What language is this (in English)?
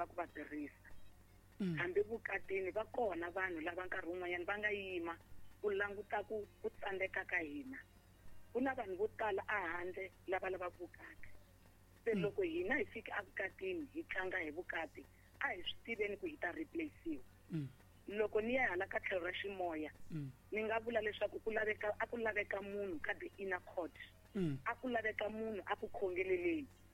Tsonga